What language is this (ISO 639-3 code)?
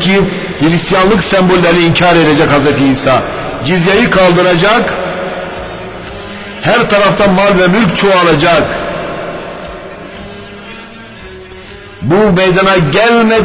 tur